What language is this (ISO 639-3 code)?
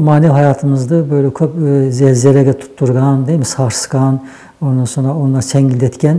nog